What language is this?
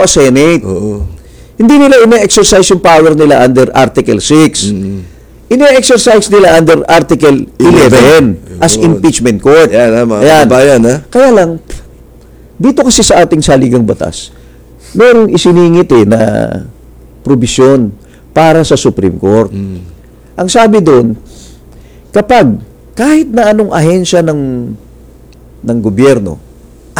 Filipino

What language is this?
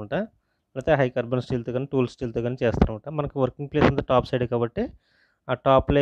Telugu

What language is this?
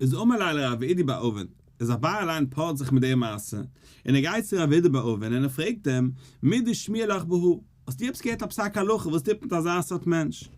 Yiddish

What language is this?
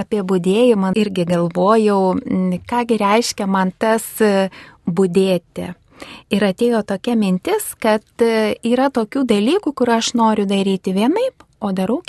Lithuanian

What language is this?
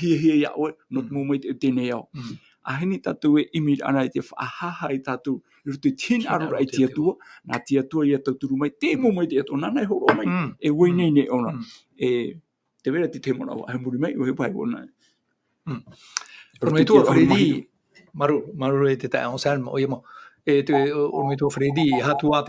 Tahitian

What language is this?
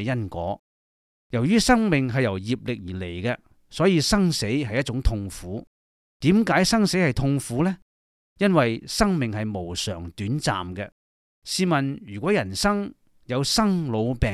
Cantonese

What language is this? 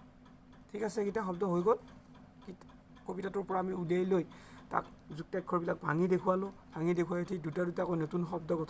Assamese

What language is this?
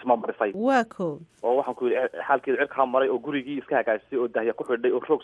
Somali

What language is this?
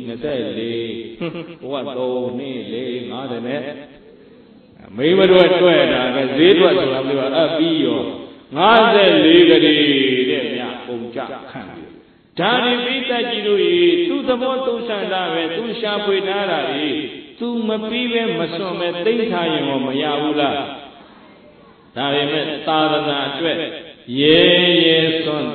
Burmese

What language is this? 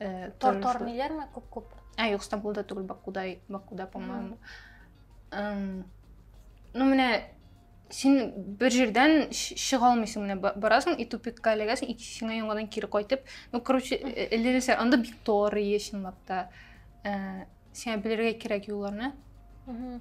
Tatar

